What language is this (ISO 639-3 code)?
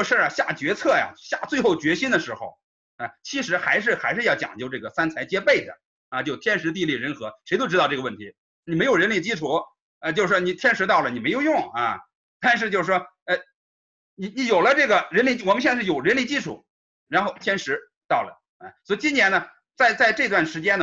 zho